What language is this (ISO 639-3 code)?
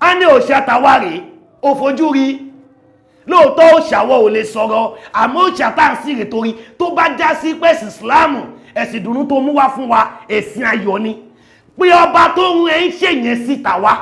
yor